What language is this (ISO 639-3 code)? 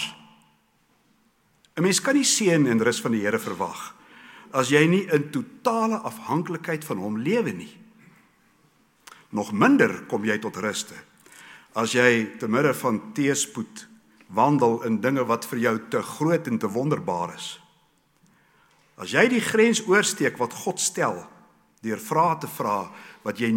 afr